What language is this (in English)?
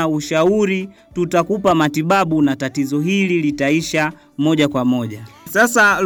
Swahili